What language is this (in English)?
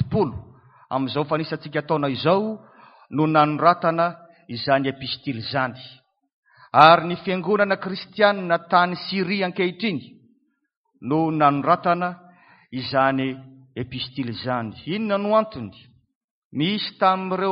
Malagasy